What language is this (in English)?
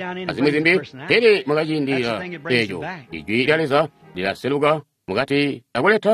Tonga (Zambia)